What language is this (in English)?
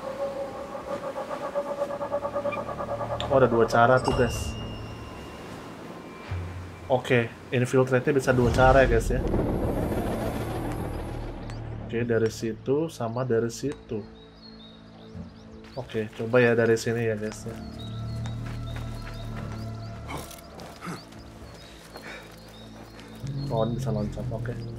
Indonesian